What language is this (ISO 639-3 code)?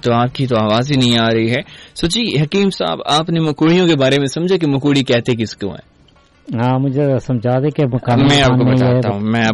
urd